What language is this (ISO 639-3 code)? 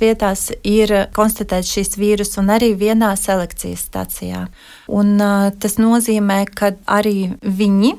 lav